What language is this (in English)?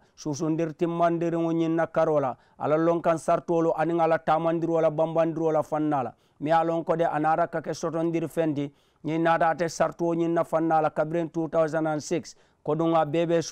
Mandingo